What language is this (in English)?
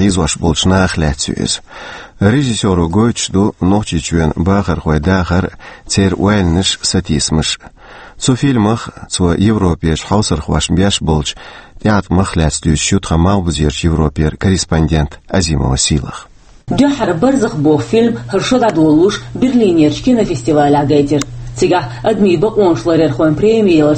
Chechen